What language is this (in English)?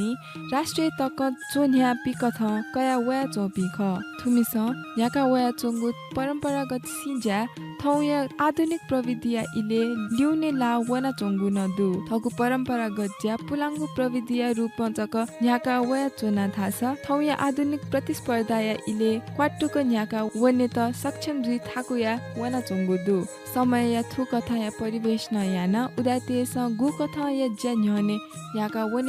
Newari